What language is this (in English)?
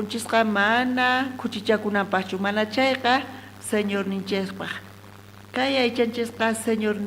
South Bolivian Quechua